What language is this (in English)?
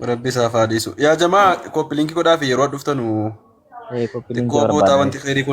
Oromo